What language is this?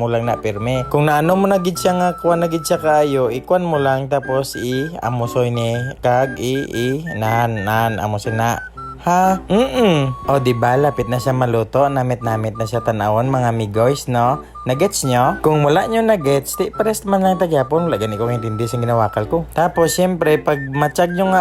Hiligaynon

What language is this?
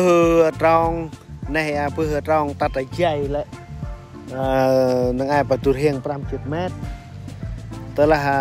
Central Mnong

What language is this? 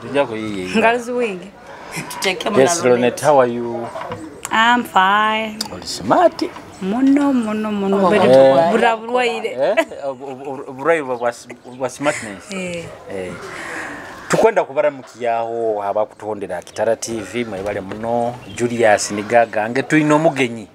Nyoro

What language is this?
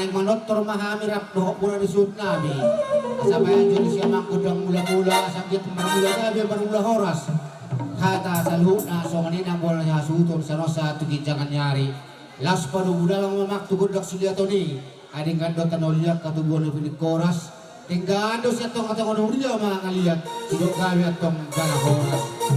Batak Toba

